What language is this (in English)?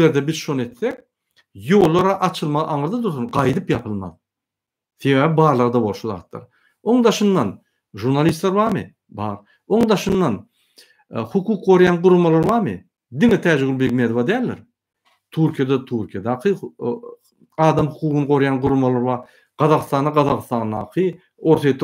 Turkmen